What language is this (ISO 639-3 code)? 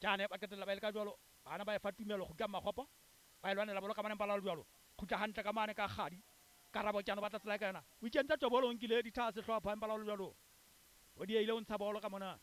sot